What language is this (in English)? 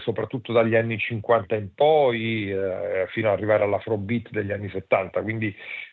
Italian